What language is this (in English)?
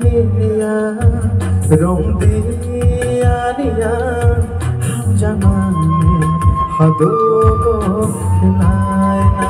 Kok Borok